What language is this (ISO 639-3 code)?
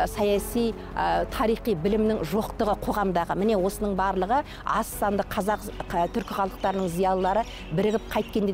kaz